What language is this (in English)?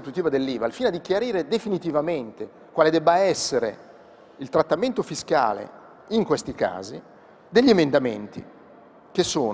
Italian